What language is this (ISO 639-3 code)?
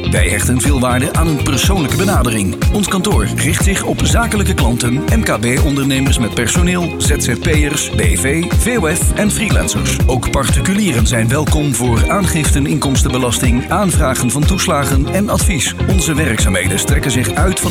nld